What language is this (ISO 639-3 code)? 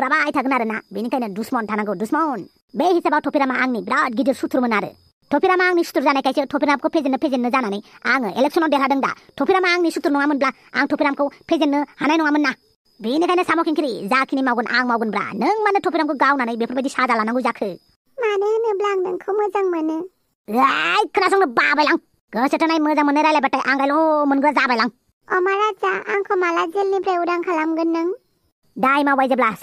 brx